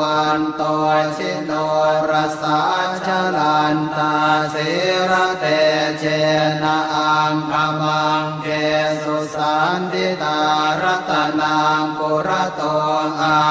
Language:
Pali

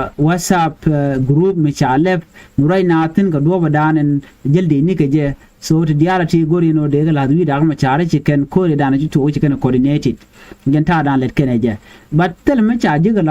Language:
Nuer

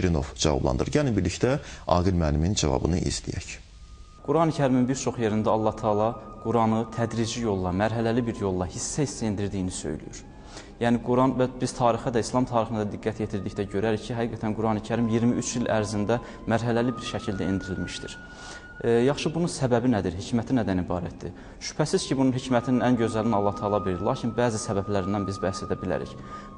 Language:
Azerbaijani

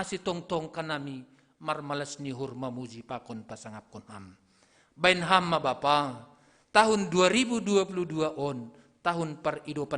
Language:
Batak Simalungun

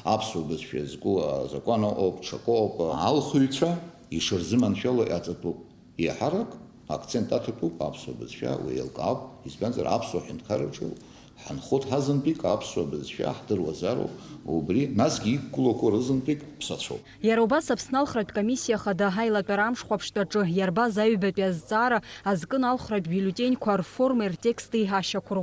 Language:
Abkhazian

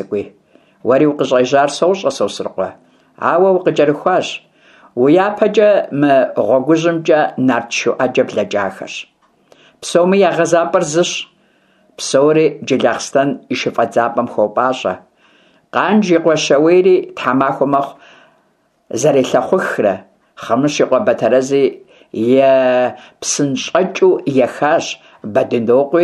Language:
Kabardian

